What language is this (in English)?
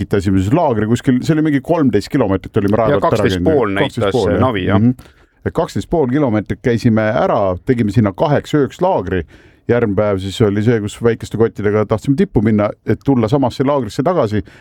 Estonian